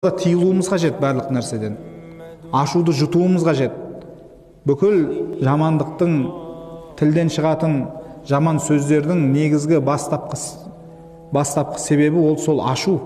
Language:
Kazakh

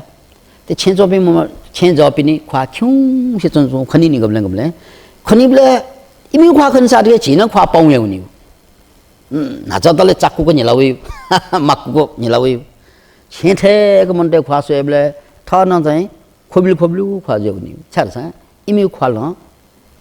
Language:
Newari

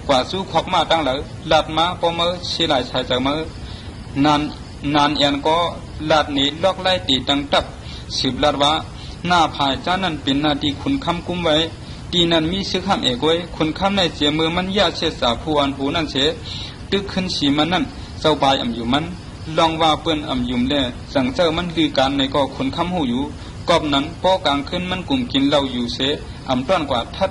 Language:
Shan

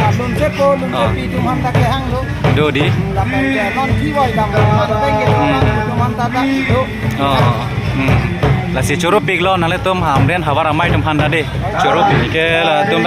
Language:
Karbi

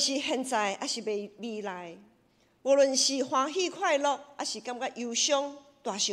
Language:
Min Nan Chinese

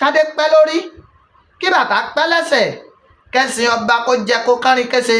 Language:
Yoruba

